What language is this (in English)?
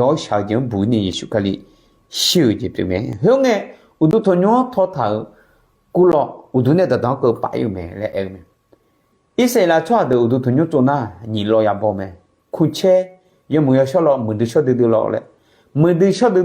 Akha